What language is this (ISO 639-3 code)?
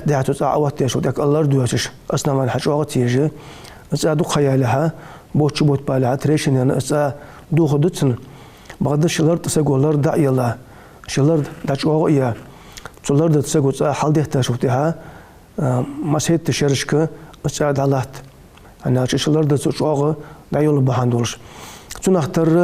inh